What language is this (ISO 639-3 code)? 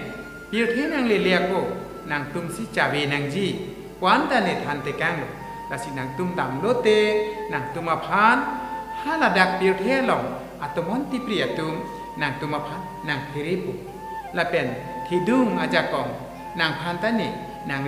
mjw